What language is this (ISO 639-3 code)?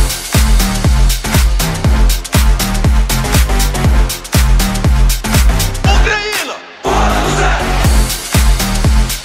ukr